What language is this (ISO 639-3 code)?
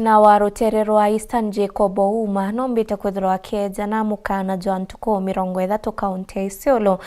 mer